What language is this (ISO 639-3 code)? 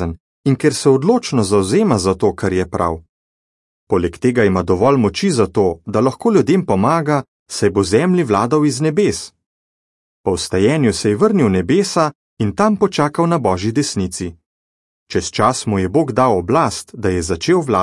slv